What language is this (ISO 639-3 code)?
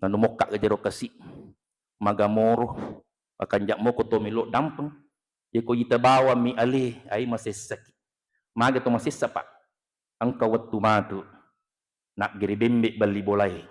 bug